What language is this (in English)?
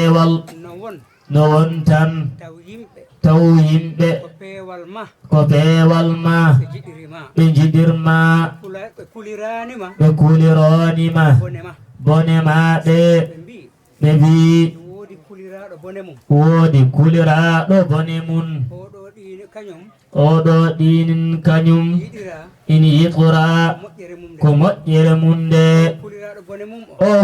Fula